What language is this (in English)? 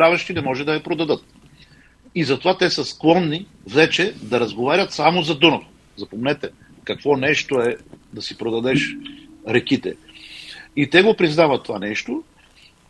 Bulgarian